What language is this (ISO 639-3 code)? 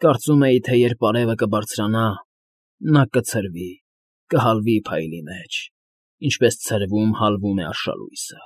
hye